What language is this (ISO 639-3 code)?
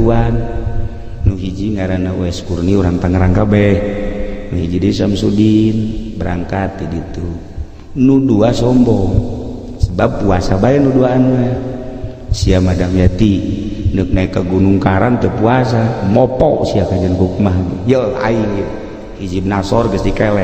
sun